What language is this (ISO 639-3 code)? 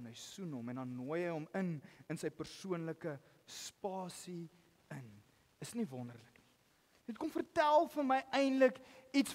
afr